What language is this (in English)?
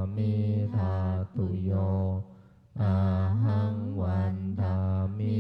Pali